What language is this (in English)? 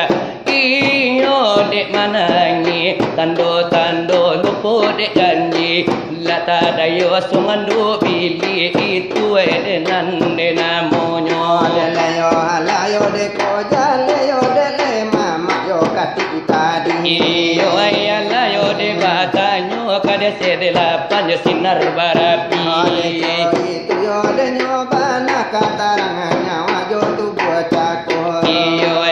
Minangkabau